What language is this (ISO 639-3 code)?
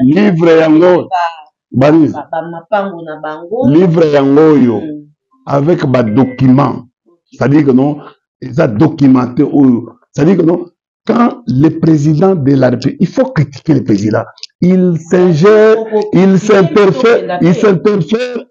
lin